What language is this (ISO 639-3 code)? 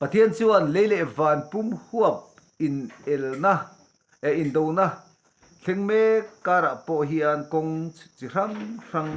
lus